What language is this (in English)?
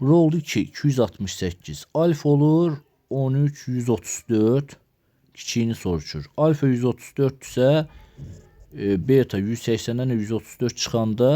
Azerbaijani